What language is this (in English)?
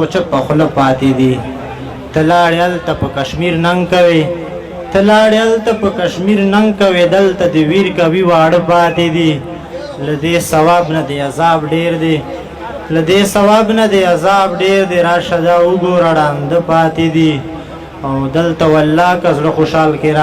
Pashto